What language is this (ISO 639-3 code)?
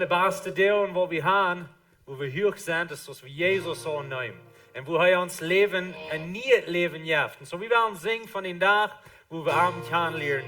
pdt